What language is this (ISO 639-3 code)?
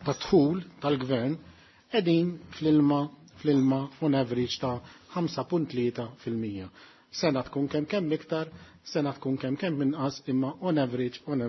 mlt